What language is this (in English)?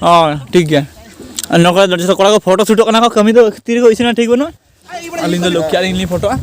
Santali